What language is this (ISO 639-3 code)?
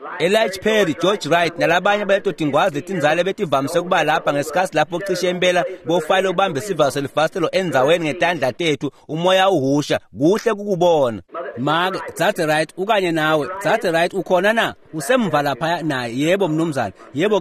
ssw